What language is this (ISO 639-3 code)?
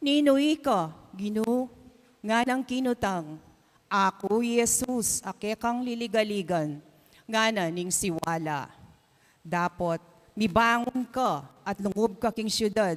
pam